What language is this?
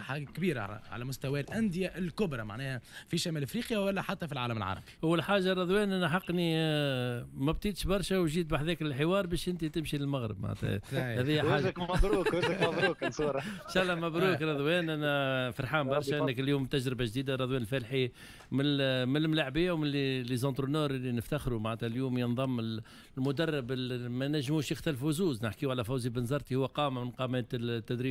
Tunisian Arabic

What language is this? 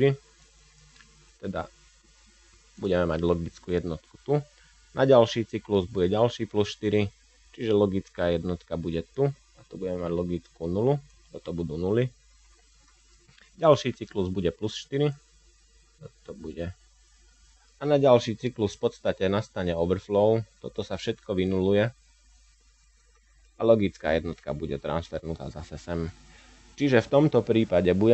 Slovak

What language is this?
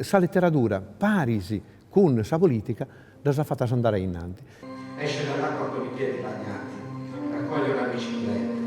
Sardinian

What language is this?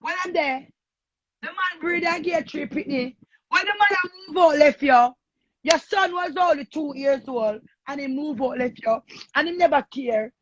Jamaican Creole English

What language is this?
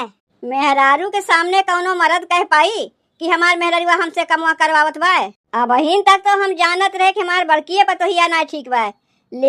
Awadhi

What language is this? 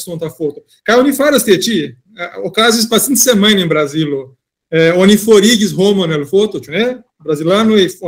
Esperanto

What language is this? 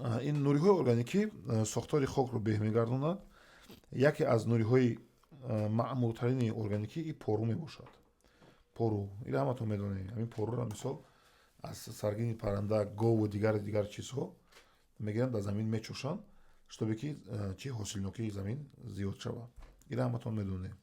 Tajik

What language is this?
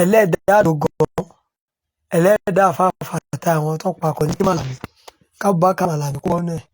Yoruba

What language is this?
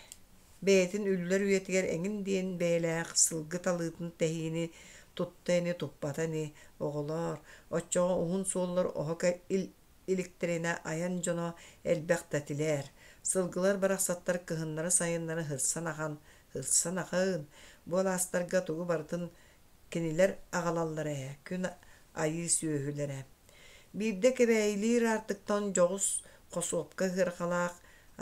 Yakut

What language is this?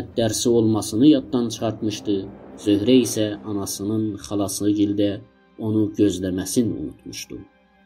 South Azerbaijani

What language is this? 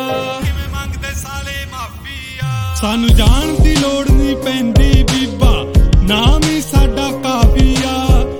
Punjabi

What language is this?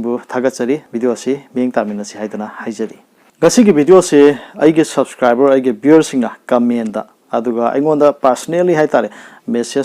Manipuri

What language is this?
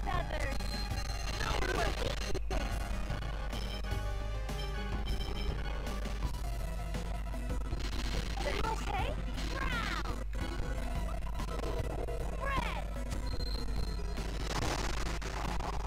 English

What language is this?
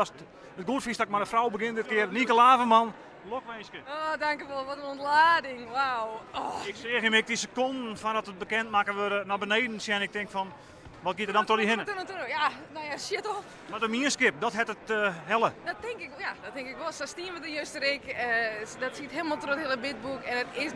Western Frisian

